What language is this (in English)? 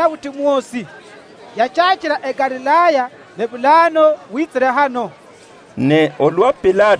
Luyia